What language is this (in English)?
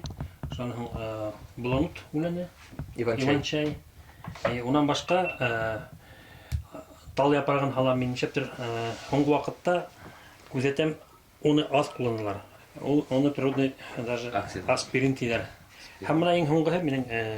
Bashkir